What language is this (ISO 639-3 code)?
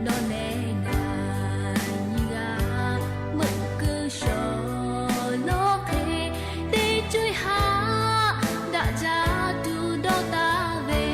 lhu